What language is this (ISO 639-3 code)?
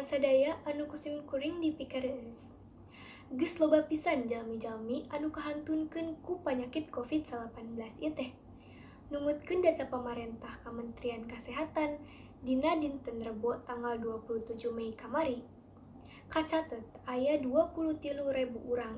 sun